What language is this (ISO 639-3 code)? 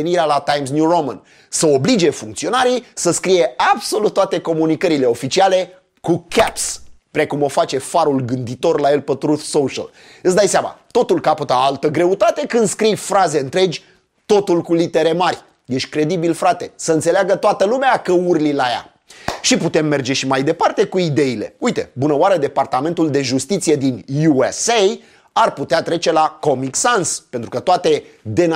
ron